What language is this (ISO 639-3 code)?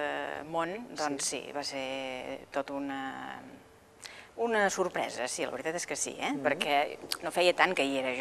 cat